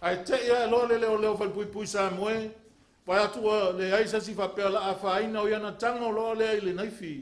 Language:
Samoan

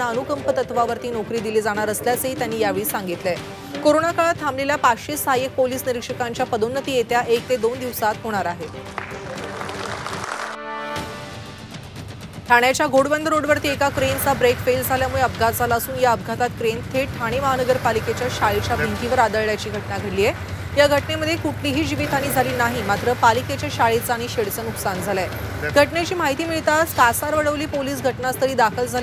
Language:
Marathi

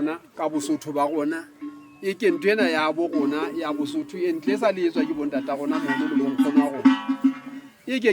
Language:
Southern Sotho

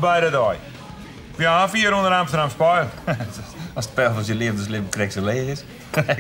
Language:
Western Frisian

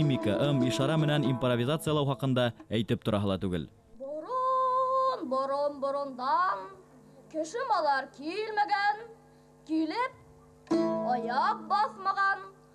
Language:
Bashkir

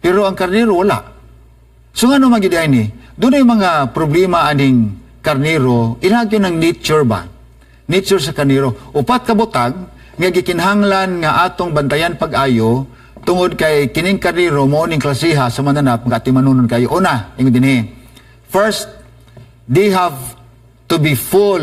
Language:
Cebuano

